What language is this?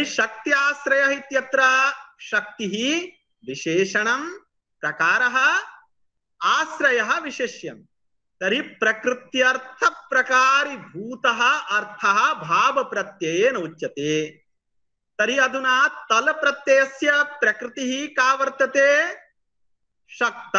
Sanskrit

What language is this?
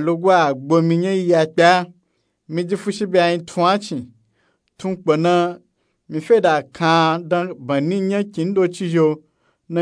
Nupe-Nupe-Tako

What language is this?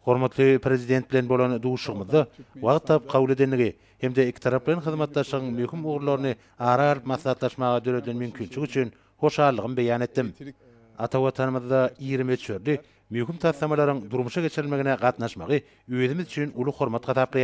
Turkmen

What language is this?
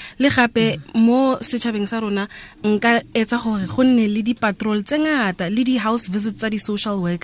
Tswana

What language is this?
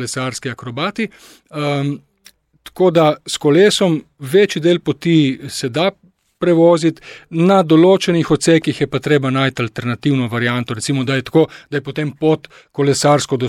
Slovenian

